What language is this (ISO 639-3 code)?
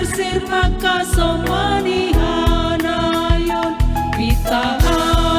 bts